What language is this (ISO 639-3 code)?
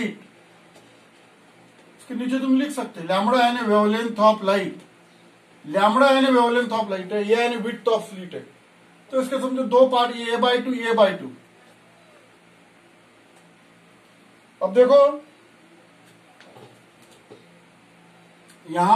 hin